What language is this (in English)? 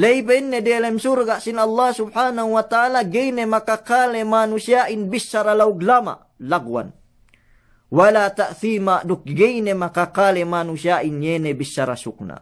Yakan